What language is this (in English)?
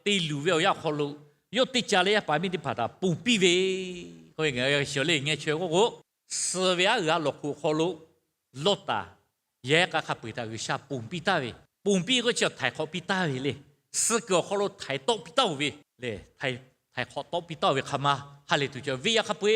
Lahu